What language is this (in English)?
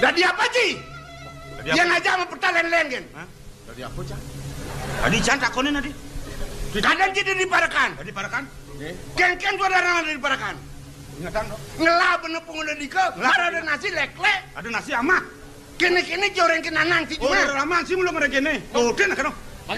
Balinese